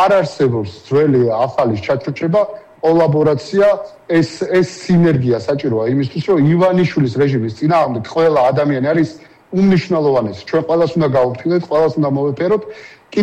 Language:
Georgian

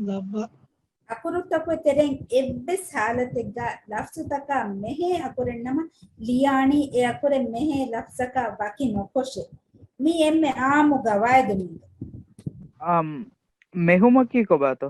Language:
Divehi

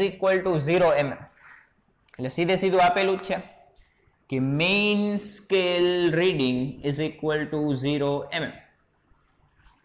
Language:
Gujarati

